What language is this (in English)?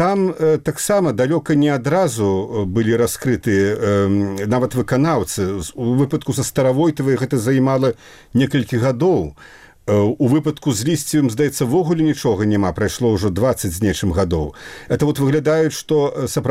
Belarusian